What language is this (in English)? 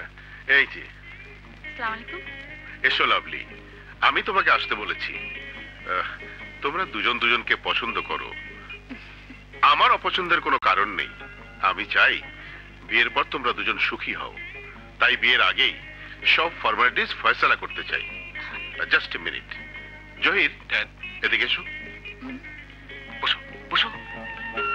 Bangla